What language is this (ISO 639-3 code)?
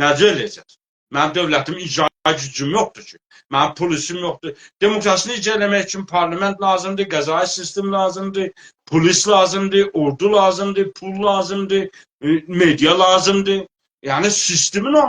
azb